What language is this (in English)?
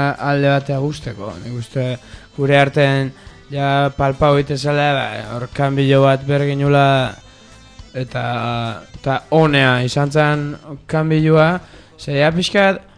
Basque